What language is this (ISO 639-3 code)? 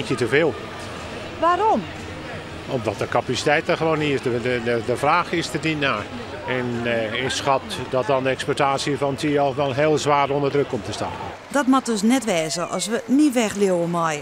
fry